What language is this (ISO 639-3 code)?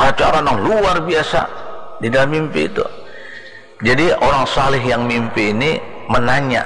bjn